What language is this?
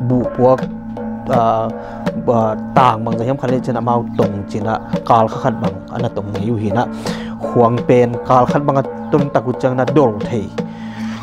Tedim Chin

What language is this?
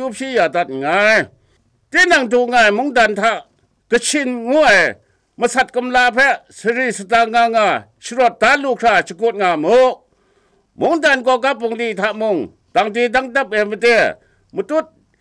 Kachin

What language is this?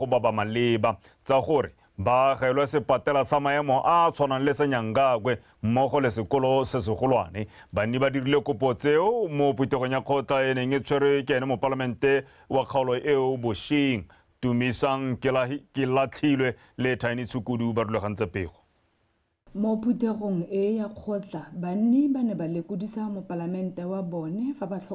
Tswana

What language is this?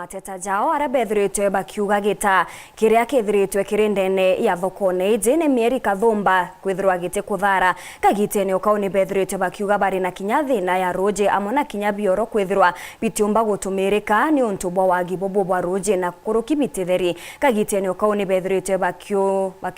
Meru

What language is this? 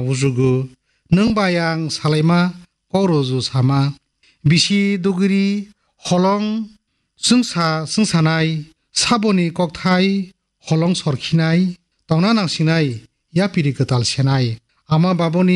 Kok Borok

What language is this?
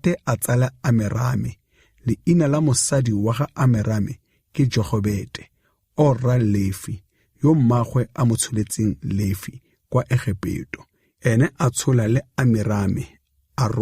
Tswana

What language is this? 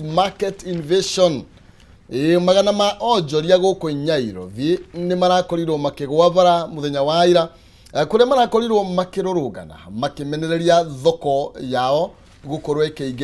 Kikuyu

